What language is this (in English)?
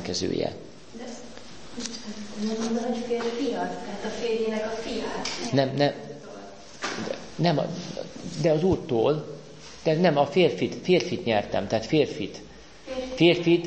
Hungarian